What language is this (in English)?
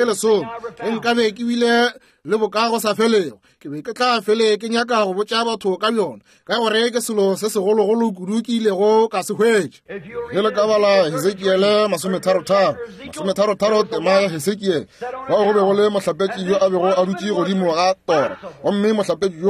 Northern Sotho